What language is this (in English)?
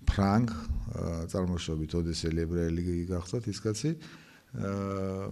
Georgian